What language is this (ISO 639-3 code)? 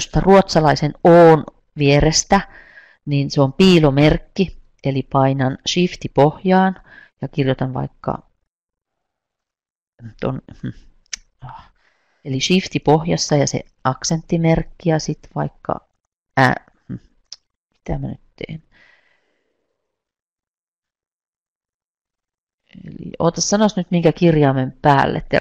fin